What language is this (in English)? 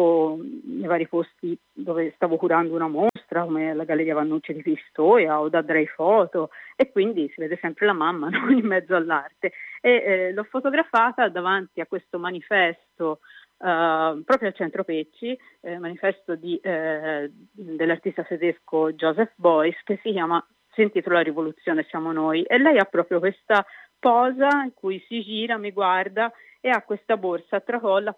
Italian